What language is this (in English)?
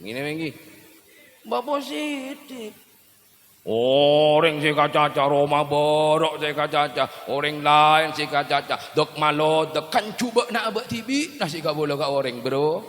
Madurese